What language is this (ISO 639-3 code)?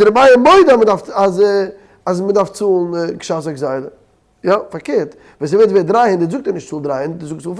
yid